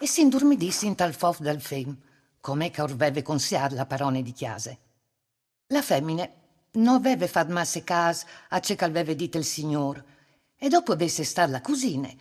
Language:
Friulian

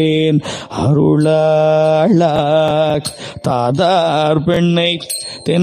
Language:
Tamil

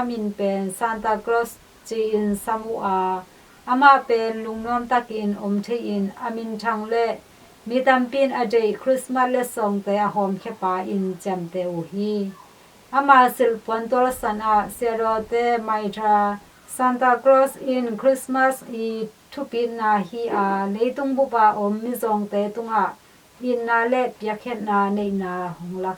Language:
Tedim Chin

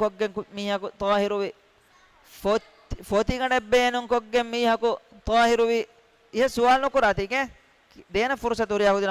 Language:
Divehi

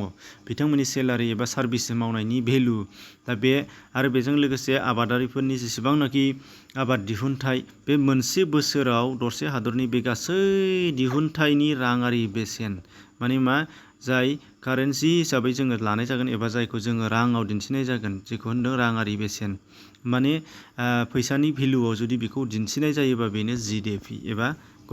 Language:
Bodo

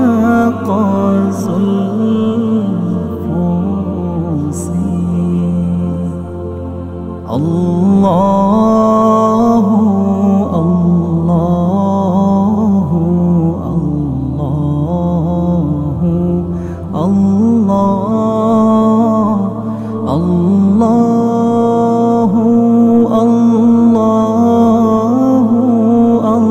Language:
Urdu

